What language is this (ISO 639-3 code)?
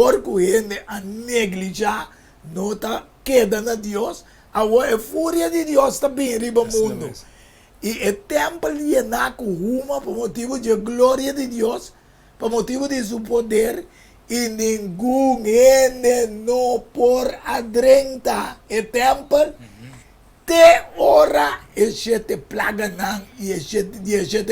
pap